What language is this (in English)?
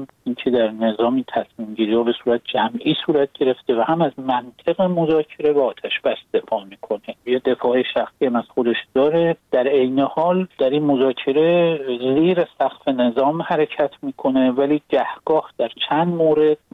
Persian